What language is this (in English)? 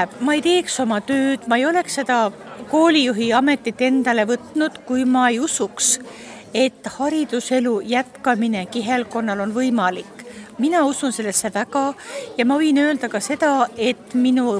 Estonian